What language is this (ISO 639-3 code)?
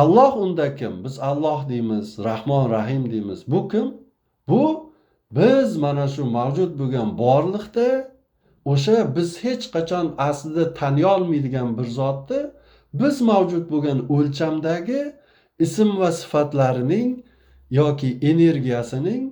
uzb